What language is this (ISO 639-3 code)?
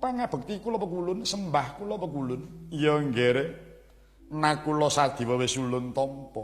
jav